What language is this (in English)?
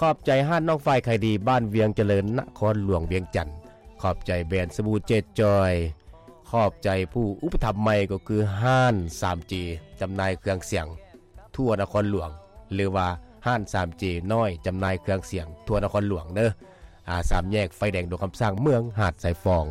Lao